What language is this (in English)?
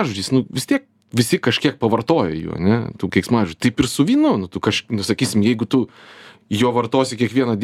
Lithuanian